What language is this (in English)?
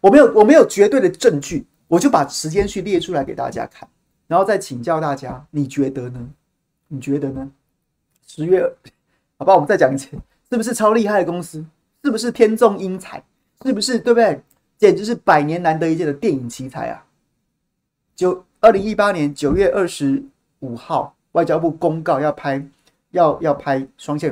Chinese